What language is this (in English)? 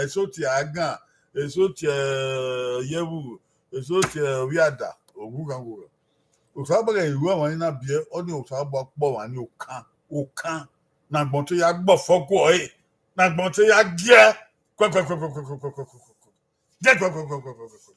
Bini